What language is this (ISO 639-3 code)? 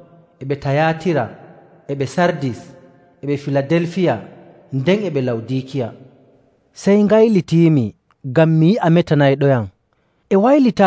fuv